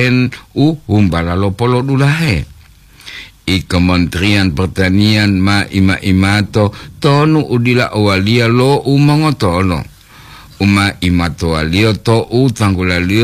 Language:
Gorontalo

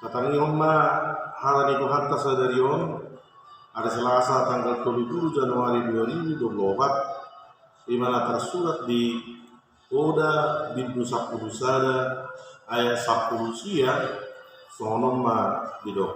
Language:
Batak Toba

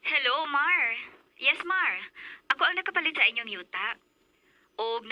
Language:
Cebuano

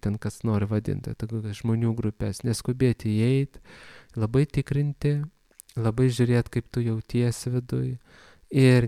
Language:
Lithuanian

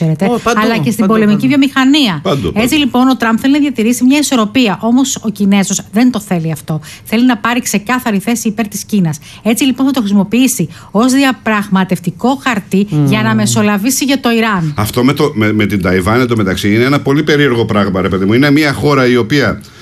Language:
Greek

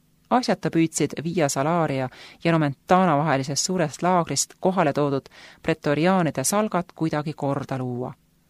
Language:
Estonian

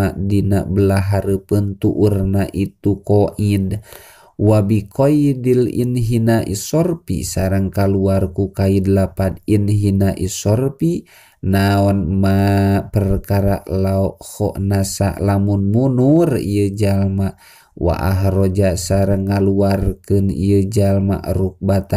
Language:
Sundanese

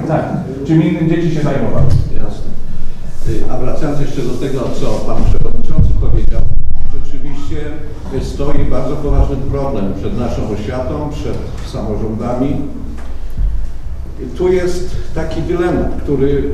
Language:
Polish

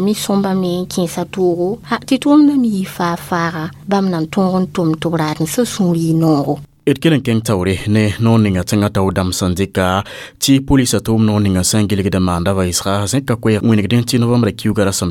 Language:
Mossi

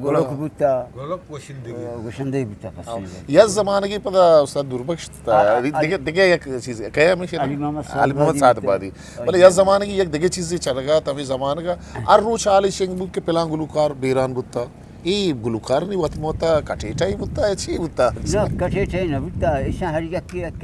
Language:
Eastern Balochi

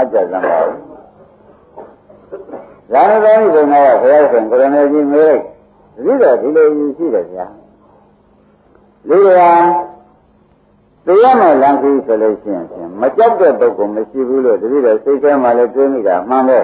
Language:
Burmese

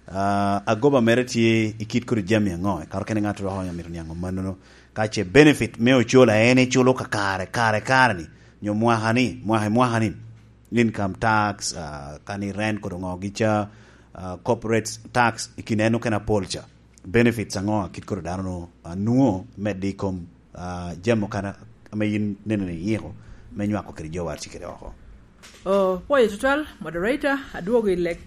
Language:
Lango (Uganda)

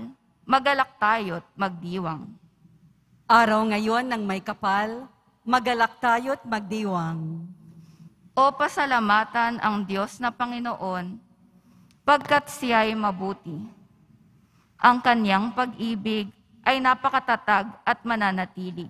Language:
Filipino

